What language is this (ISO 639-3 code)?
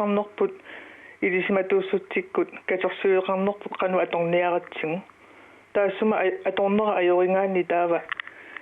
kal